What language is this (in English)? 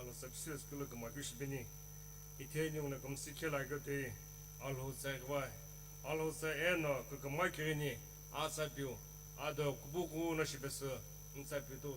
Sumi Naga